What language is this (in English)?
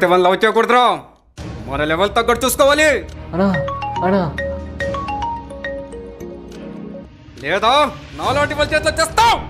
Telugu